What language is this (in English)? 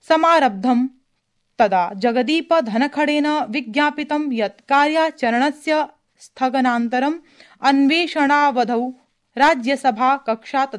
Sanskrit